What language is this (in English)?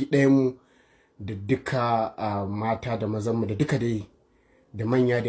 Hausa